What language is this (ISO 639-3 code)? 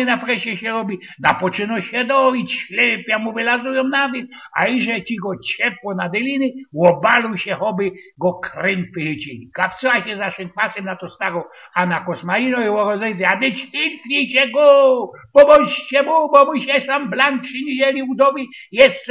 szl